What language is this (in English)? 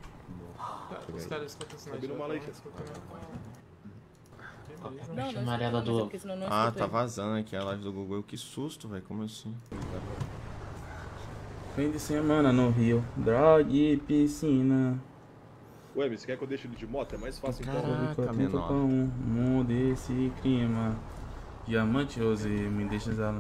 Portuguese